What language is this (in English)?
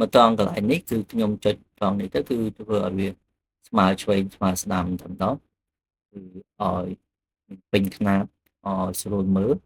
Khmer